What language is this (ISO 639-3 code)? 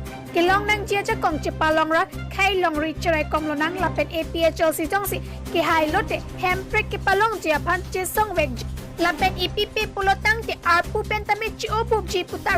mjw